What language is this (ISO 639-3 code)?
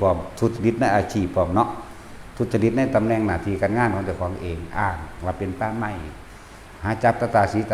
tts